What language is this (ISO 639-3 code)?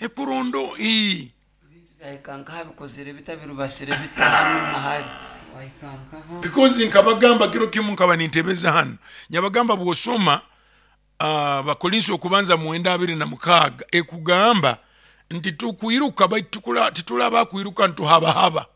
nyo